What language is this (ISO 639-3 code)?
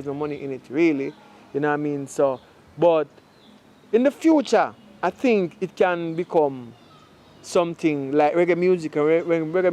jam